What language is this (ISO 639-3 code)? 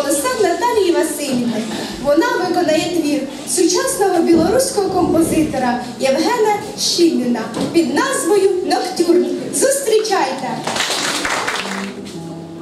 ukr